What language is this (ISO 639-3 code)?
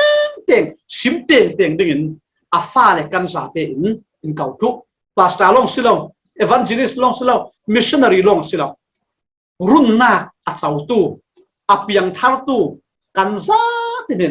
cfm